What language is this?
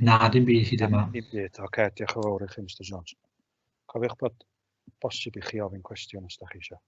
Welsh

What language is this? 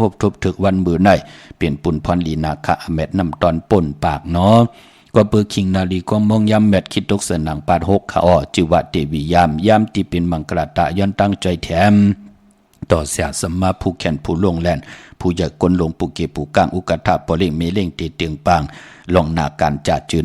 Shan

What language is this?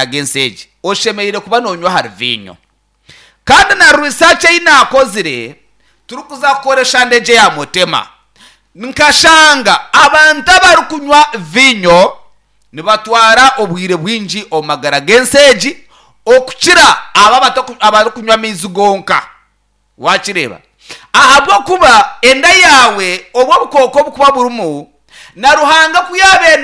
Nyankole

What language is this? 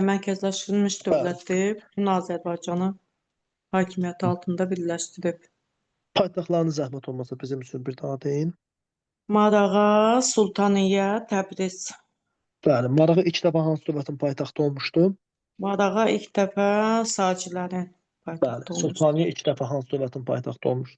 Azerbaijani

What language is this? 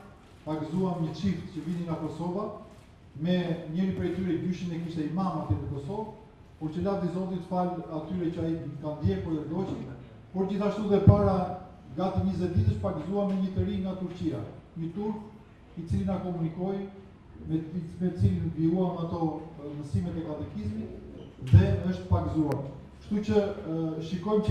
Albanian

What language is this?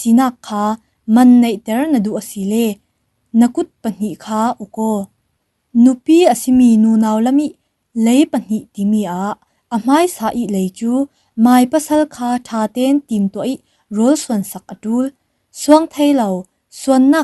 Falam Chin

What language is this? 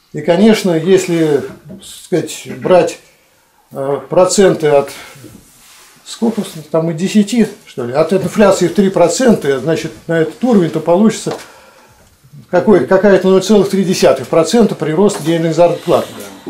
Russian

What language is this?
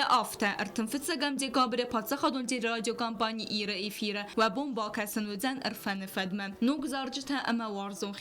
Ossetic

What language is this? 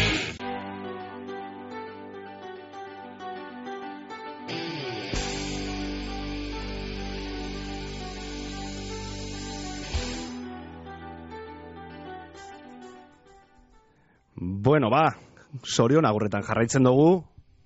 Basque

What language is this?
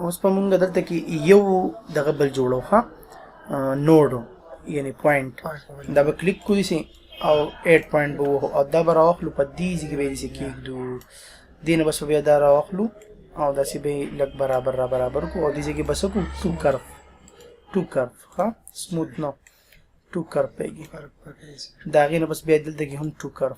Pashto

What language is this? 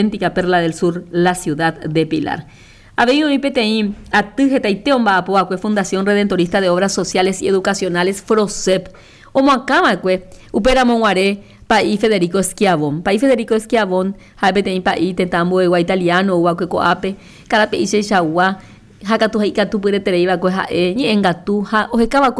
Guarani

